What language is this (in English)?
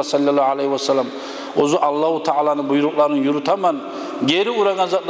Kumyk